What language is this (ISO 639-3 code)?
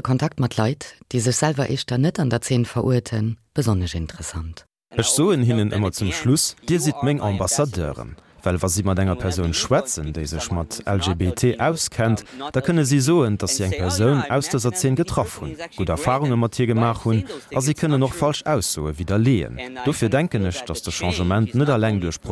ltz